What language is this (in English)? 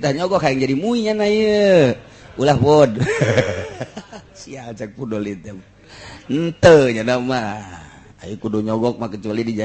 Sundanese